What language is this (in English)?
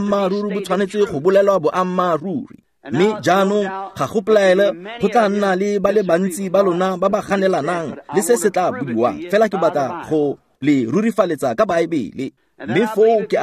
Tswana